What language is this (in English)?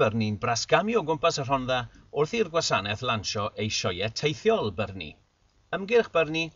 Welsh